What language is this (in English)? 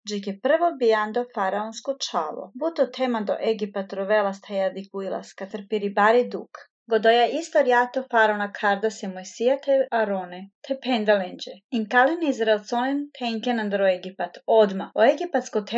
Slovenian